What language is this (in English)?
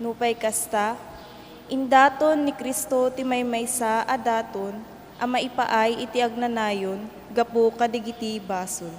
Iloko